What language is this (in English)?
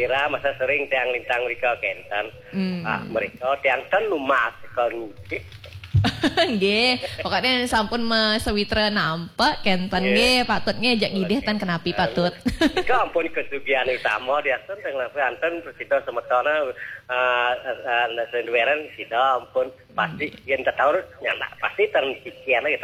Balinese